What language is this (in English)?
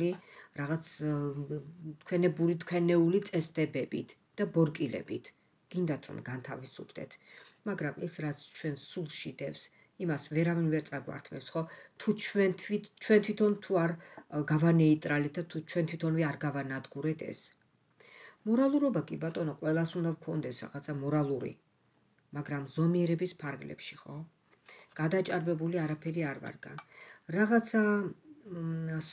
Georgian